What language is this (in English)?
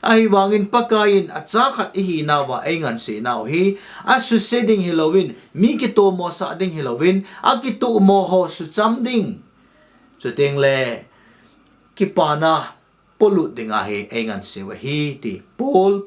Thado Chin